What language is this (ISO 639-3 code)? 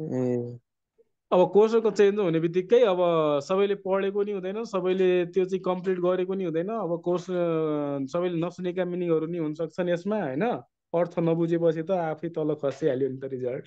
nep